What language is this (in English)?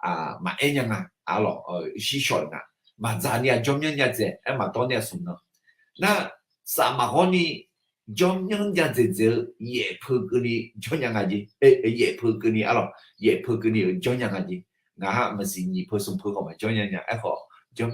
Akha